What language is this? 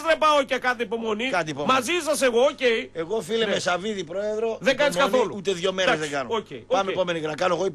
Greek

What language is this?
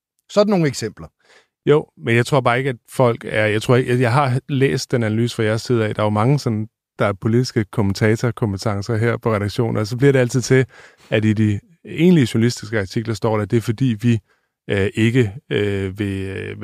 Danish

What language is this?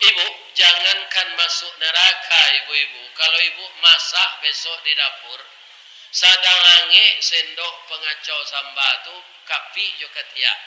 Minangkabau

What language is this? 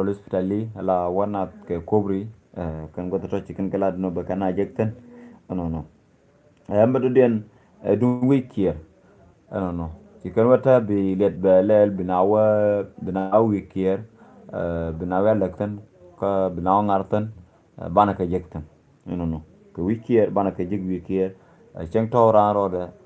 Nuer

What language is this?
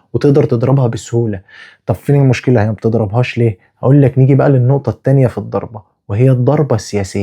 Egyptian Arabic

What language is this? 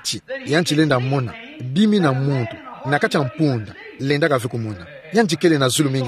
Kituba (Democratic Republic of Congo)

